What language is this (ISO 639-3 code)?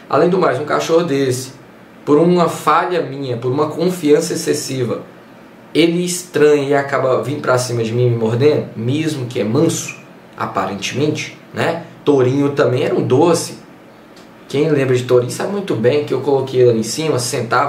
por